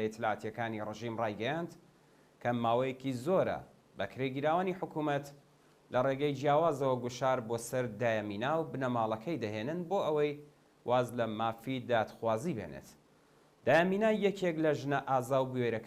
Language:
Central Kurdish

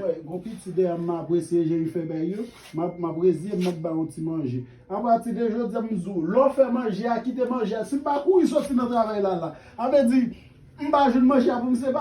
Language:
Haitian Creole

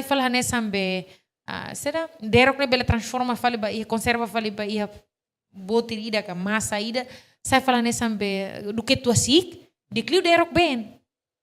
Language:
Tetum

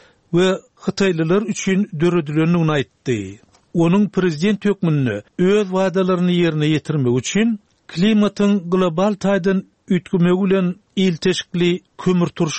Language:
Turkmen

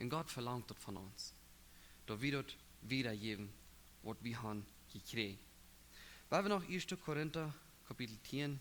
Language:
Plautdietsch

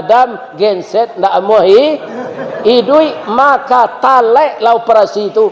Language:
Minangkabau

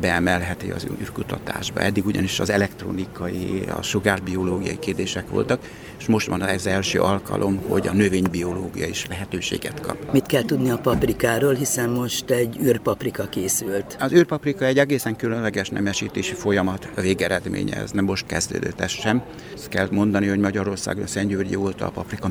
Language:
Hungarian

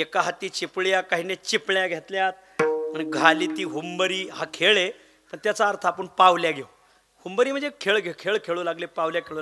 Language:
Marathi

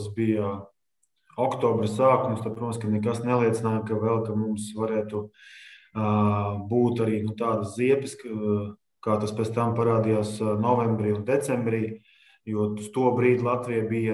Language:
Latvian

